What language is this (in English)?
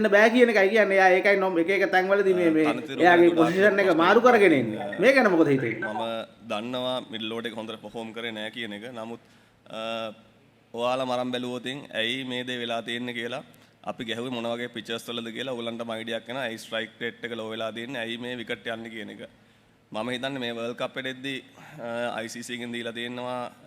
Sinhala